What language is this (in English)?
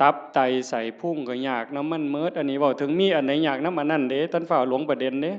Northeastern Thai